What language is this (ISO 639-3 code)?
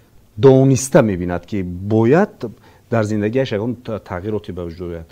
tgk